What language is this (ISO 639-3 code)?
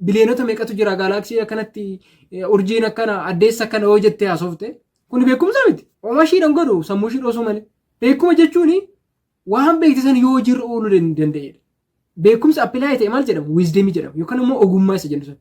orm